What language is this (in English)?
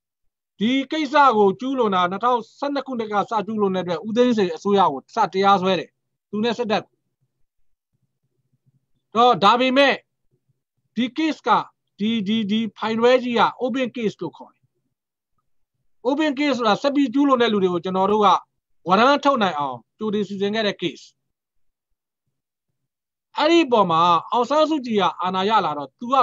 Burmese